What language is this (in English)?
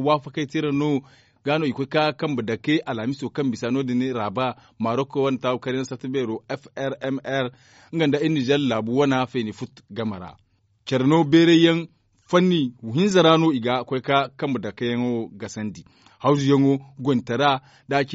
Zarma